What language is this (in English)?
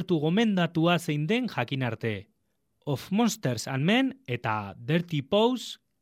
Basque